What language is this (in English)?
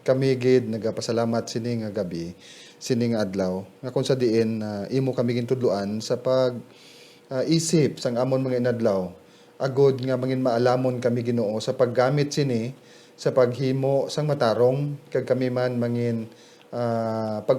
Hiligaynon